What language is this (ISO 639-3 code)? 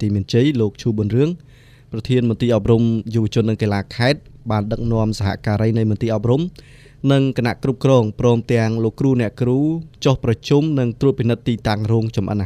khm